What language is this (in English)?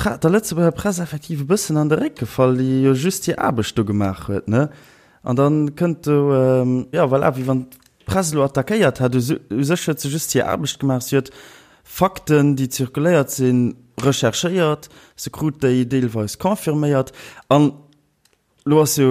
Luxembourgish